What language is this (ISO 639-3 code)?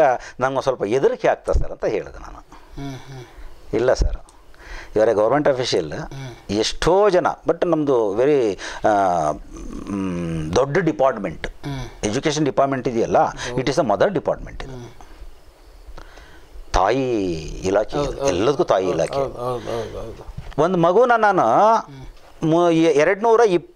kan